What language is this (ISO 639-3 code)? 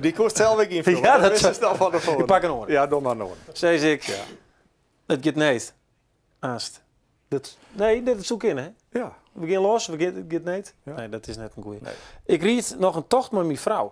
fry